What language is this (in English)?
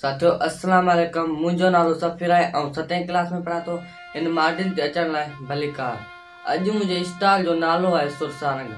Sindhi